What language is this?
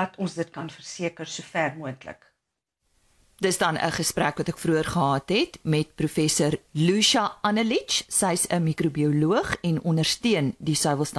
Afrikaans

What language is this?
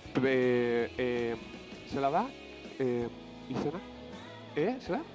Basque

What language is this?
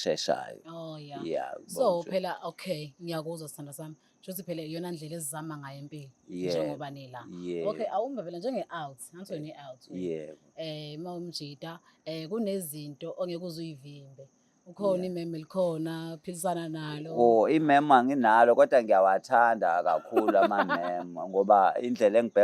Zulu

